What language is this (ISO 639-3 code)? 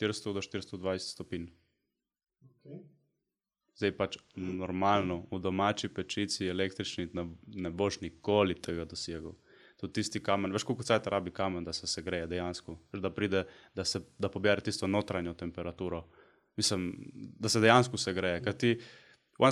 slv